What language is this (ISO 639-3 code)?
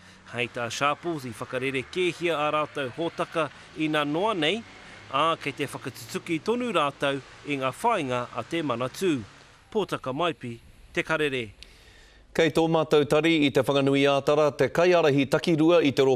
mri